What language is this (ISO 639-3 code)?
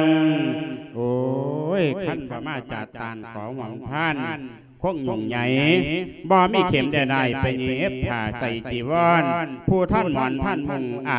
lao